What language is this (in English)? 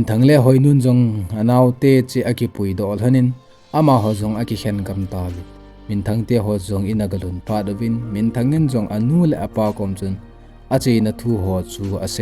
Thado Chin